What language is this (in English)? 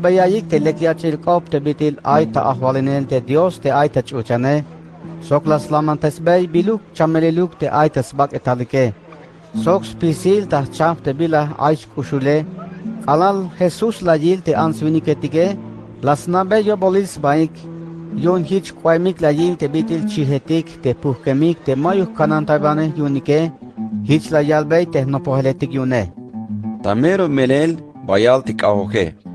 Tzeltal